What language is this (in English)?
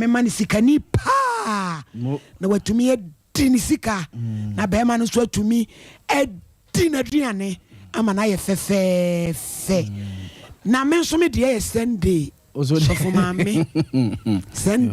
Akan